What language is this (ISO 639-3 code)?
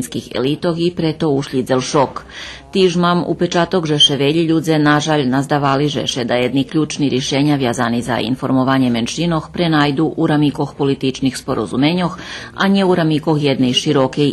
rue